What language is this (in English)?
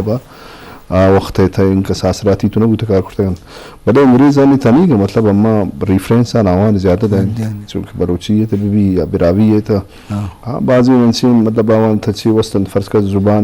Eastern Balochi